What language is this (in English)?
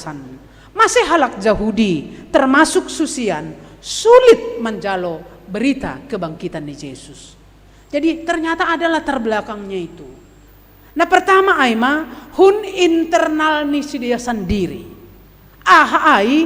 Batak Simalungun